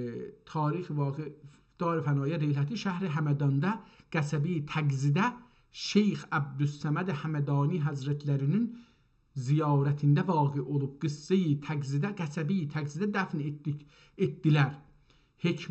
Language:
South Azerbaijani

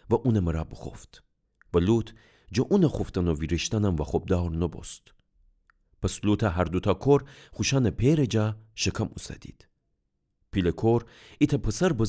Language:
Gilaki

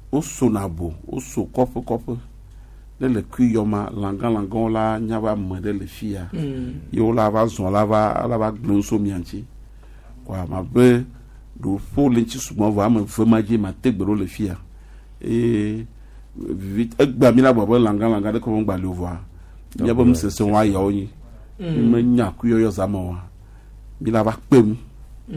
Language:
Gen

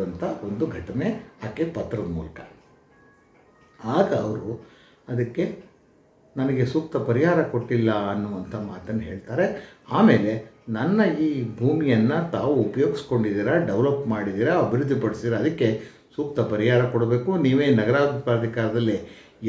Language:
Kannada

